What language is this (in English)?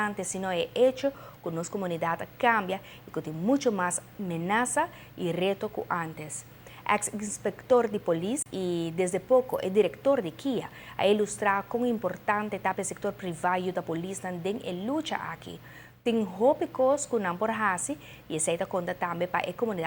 Papiamento